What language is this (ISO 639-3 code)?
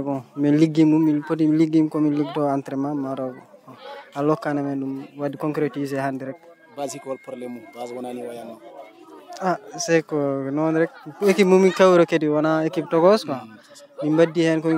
ful